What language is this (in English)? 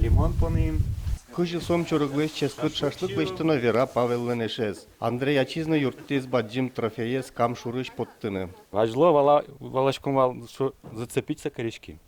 Udmurt